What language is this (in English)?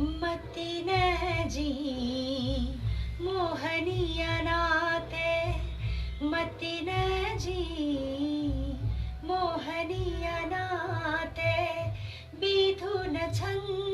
Newari